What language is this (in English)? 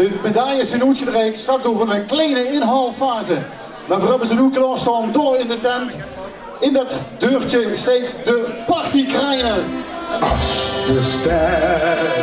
Limburgish